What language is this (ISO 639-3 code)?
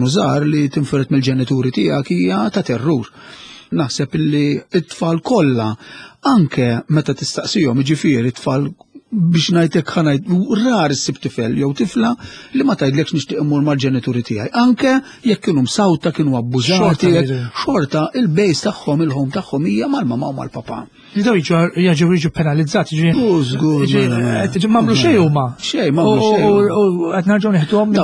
mlt